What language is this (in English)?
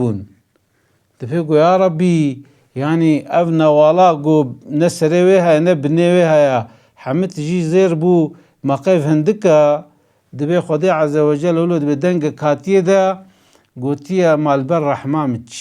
Kurdish